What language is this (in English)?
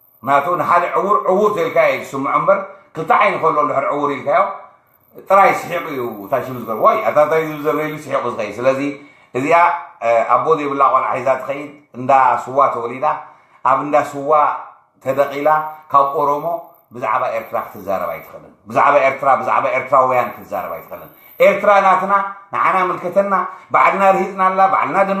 Tigrinya